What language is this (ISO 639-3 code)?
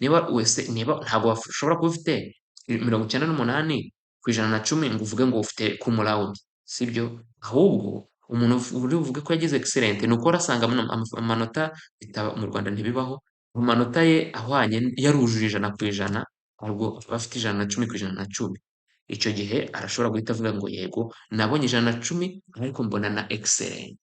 kin